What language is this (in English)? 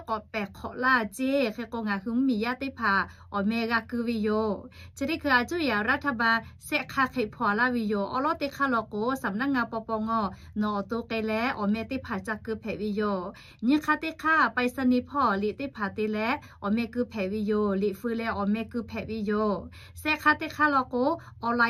Lahu